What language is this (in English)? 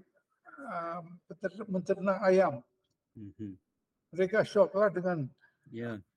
Malay